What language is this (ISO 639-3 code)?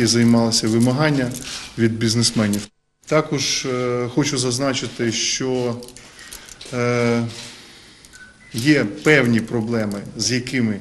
ukr